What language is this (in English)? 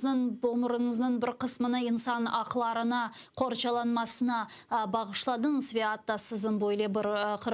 Crimean Tatar